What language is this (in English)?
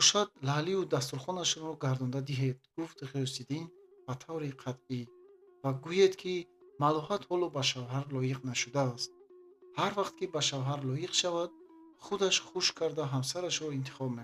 Tajik